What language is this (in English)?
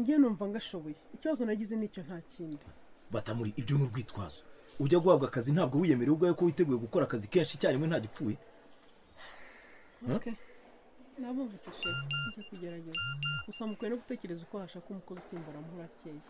Kinyarwanda